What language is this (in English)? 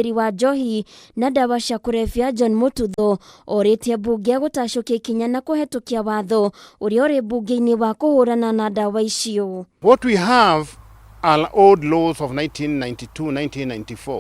Kikuyu